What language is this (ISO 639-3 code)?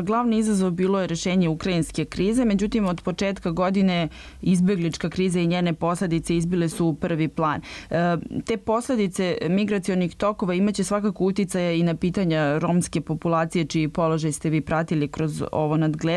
srp